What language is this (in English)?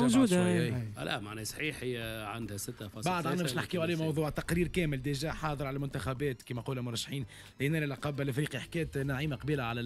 Tunisian Arabic